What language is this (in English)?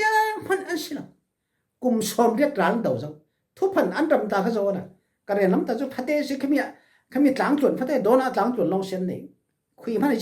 Falam Chin